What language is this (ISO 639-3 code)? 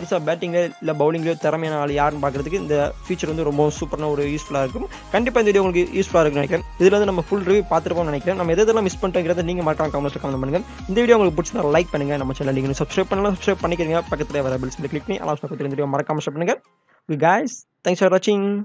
tam